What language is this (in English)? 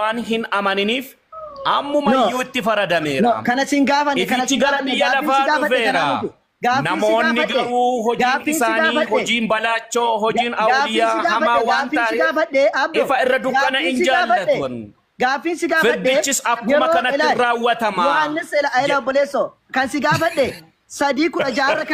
Oromo